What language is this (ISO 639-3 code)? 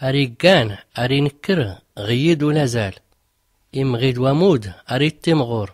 shi